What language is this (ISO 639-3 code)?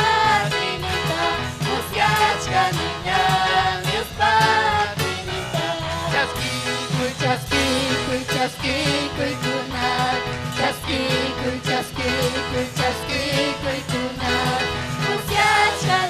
quy